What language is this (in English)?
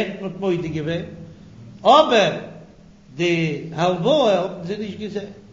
Yiddish